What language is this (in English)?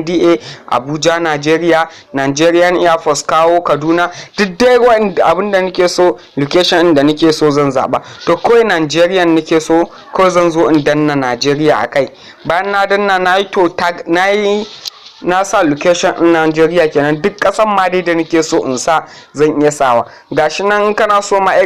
Hausa